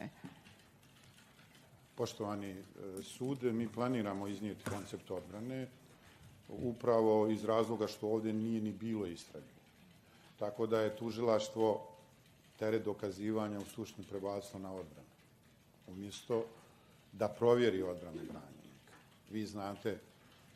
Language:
Bosnian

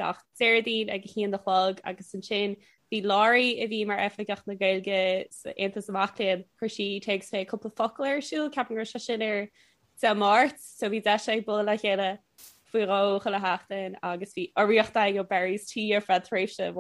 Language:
Irish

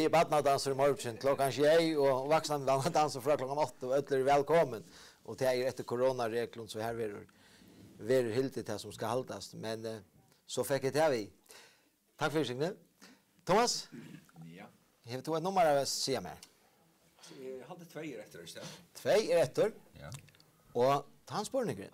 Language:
Faroese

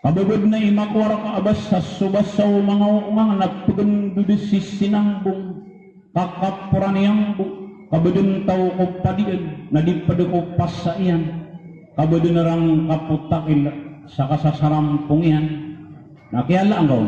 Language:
Maranao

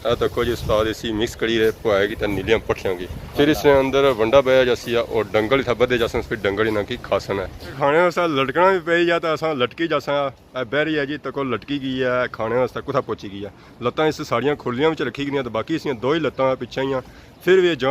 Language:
Pahari-Potwari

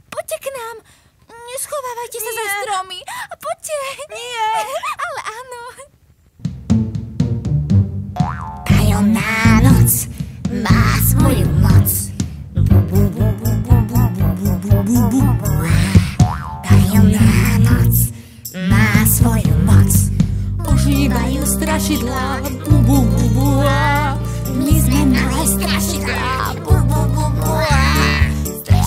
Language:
Slovak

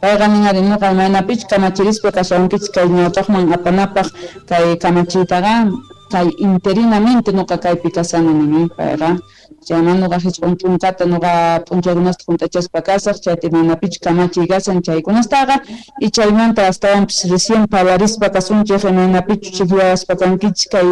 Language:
Quechua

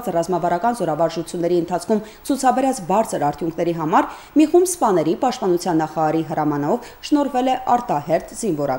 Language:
Armenian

